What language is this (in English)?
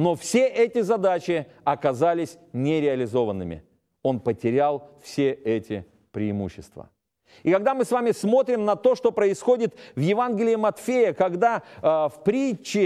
Russian